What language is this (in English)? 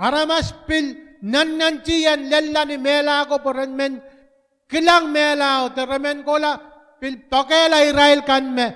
Pohnpeian